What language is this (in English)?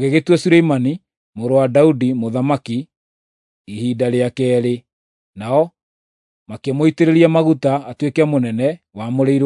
Kikuyu